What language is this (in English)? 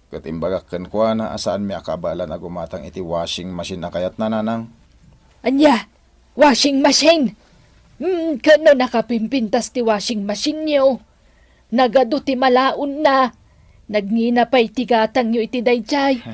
Iloko